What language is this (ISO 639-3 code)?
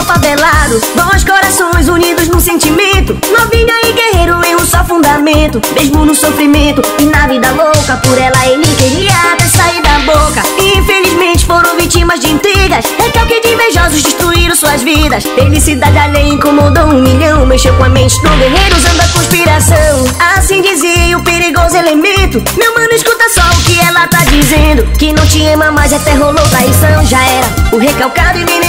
por